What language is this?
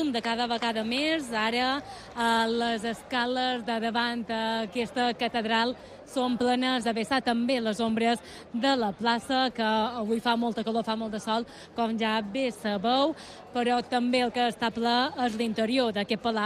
Catalan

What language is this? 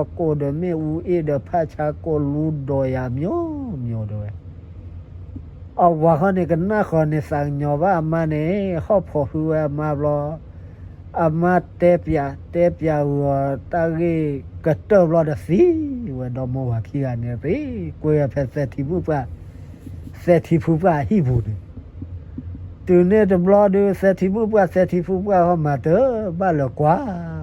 S'gaw Karen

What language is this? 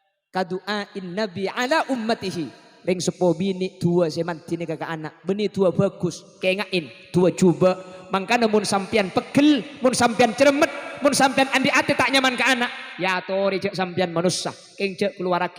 Madurese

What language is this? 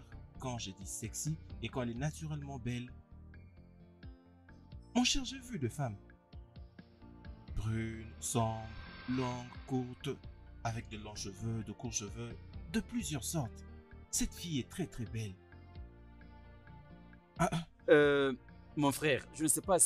French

